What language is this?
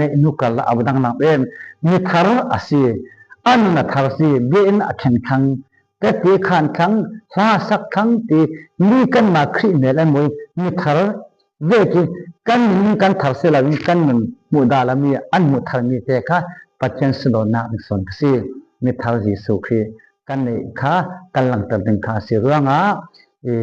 Falam Chin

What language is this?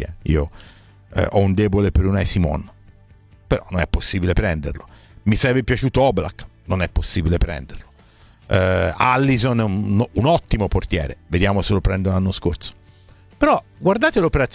Italian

